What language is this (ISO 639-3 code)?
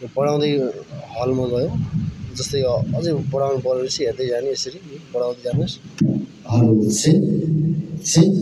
nep